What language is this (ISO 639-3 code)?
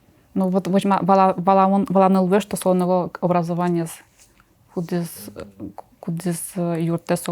udm